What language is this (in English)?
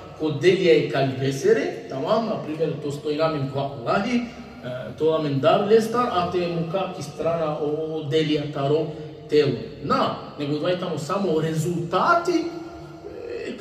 Balkan Romani